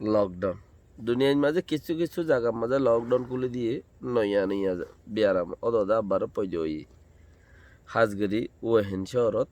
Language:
Rohingya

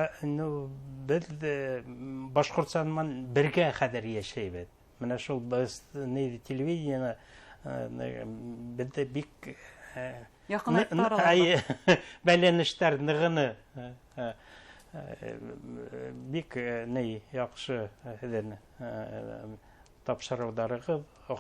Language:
Bashkir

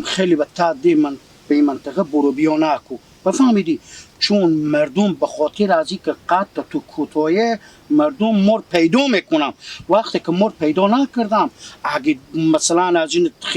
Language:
Persian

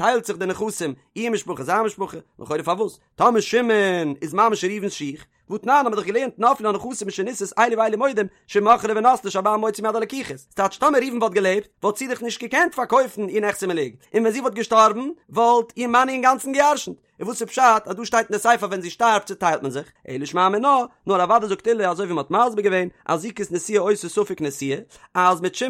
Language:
Yiddish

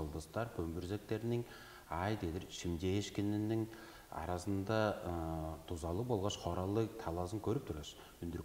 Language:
Tuvinian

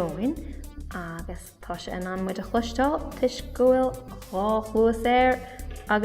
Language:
Irish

